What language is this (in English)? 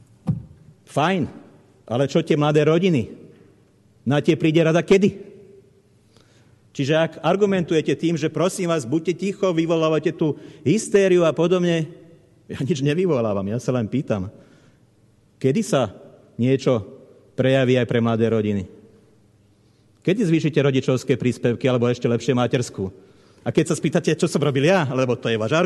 Slovak